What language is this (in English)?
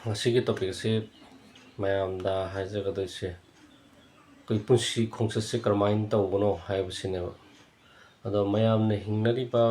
Manipuri